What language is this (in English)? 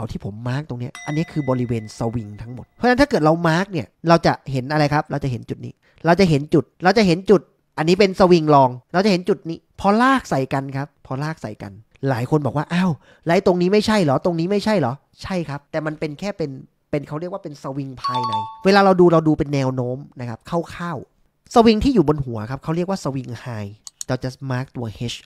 Thai